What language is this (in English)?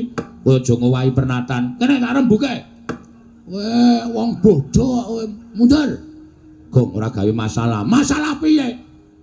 Javanese